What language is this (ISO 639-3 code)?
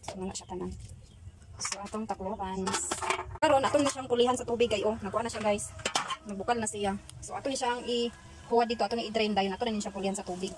ceb